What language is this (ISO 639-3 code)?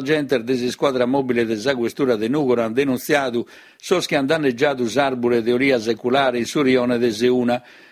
srd